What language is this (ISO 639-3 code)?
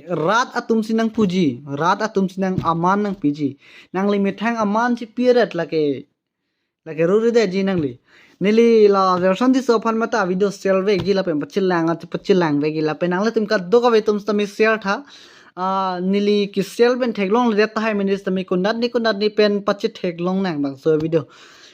mjw